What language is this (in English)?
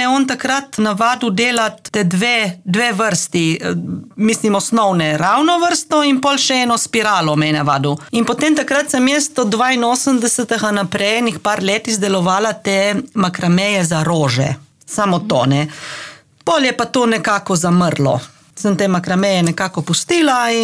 Slovenian